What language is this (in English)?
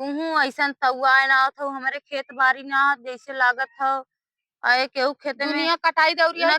Awadhi